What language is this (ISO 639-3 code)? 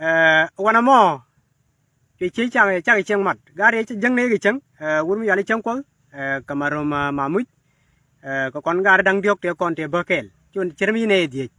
nus